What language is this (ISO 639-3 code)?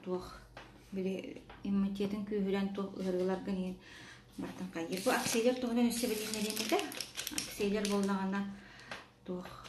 sah